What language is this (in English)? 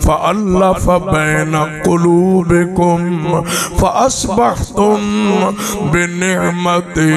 Saraiki